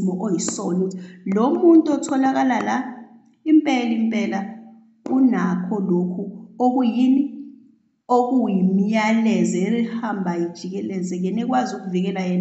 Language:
Zulu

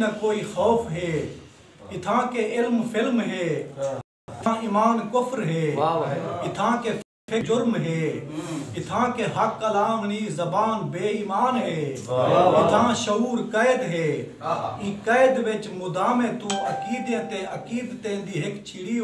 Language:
Saraiki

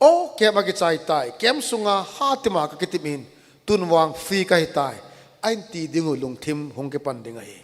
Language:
Thado Chin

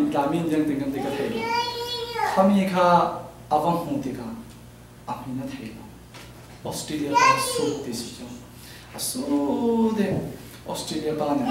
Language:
Falam Chin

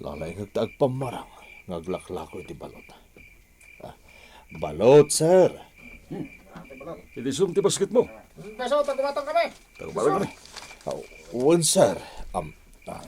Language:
Iloko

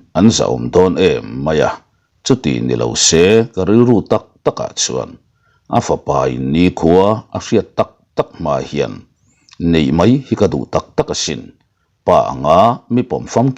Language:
Mizo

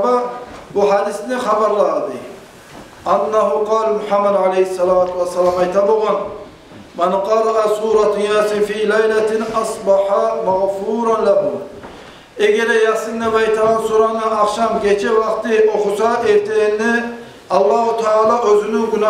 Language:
Kumyk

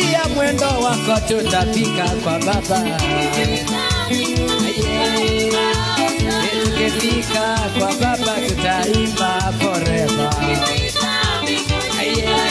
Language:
Swahili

